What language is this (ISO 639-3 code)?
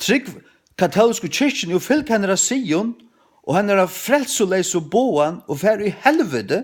fao